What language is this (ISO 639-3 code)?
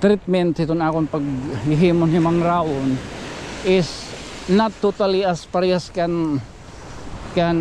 war